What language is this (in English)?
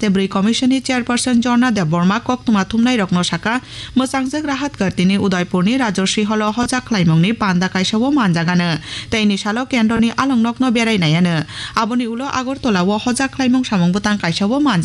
Kok Borok